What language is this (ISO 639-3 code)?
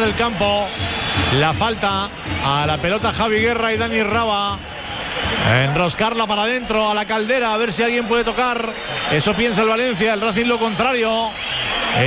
spa